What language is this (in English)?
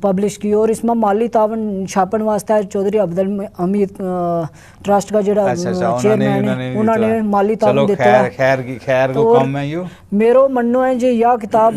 Gujari